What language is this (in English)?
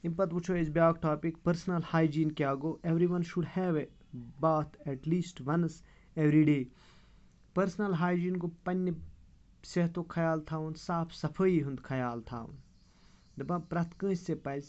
Kashmiri